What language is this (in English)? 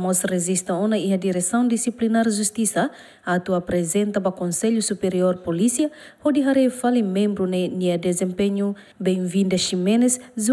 Tetum